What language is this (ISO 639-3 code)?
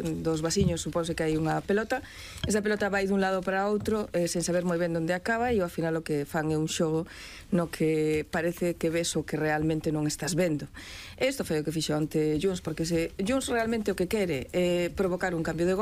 glg